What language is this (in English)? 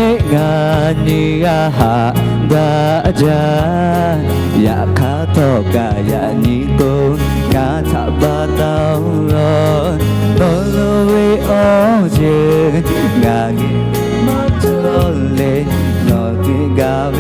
Lahu